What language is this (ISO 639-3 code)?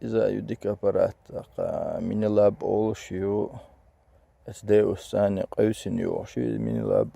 che